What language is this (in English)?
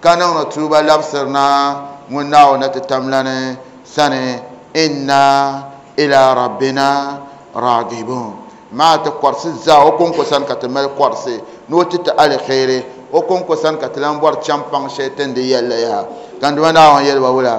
Dagbani